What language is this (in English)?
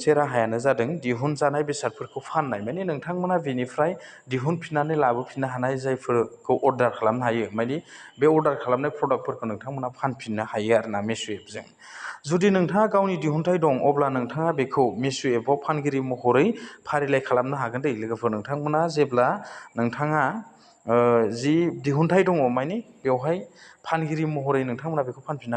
Bodo